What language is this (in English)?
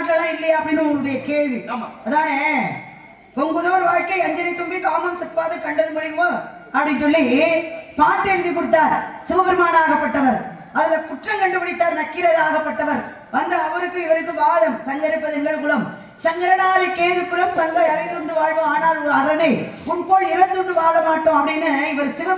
Tamil